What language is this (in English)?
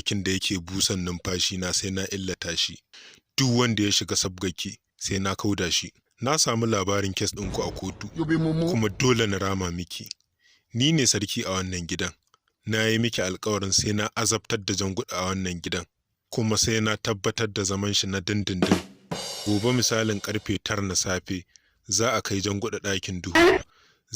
Hausa